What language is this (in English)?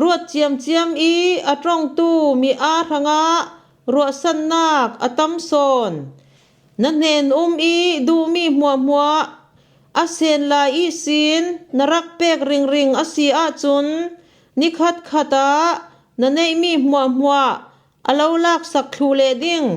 Falam Chin